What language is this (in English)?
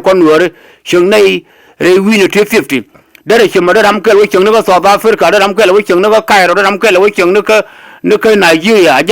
Nuer